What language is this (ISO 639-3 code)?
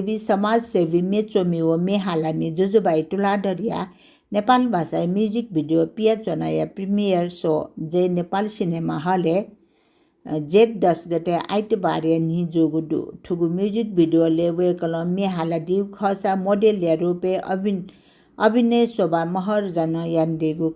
new